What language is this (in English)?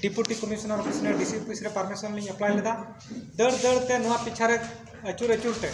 Santali